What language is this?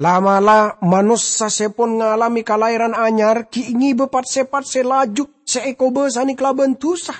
Madurese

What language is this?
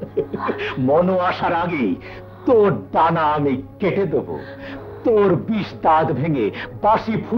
Bangla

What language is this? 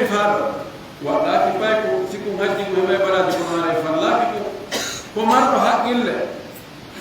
Pular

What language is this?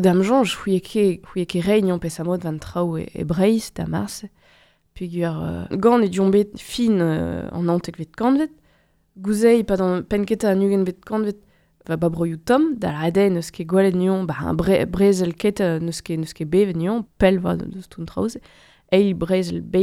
Breton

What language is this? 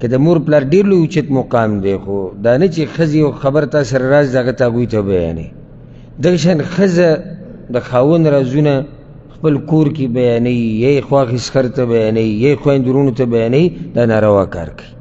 Pashto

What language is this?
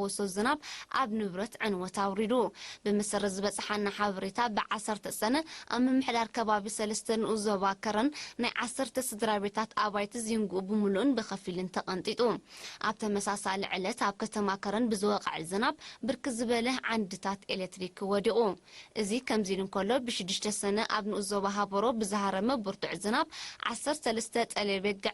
Tigrinya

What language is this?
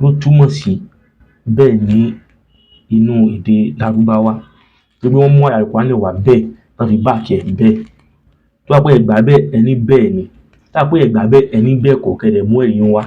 Yoruba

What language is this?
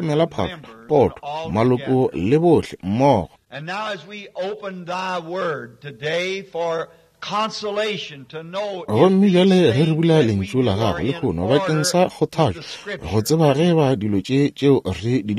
Northern Sotho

